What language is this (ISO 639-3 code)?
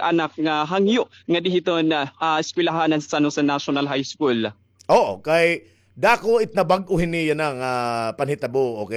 war